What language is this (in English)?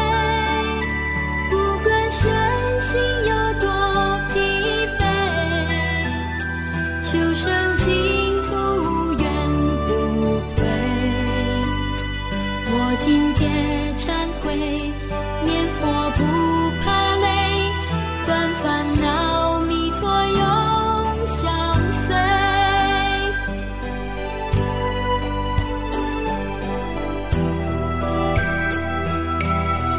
Chinese